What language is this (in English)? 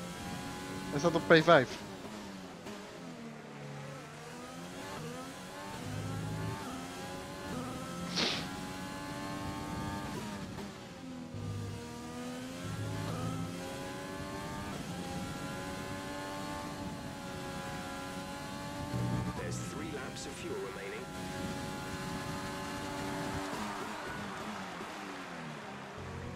Dutch